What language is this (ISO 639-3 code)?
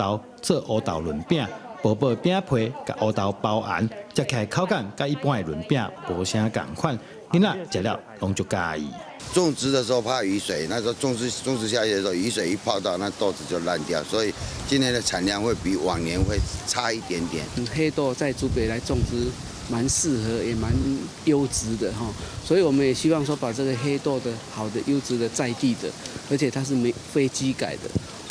nan